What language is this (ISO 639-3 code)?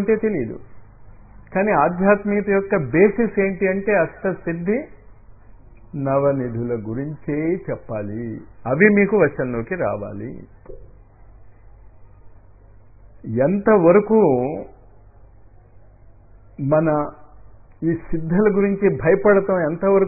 tel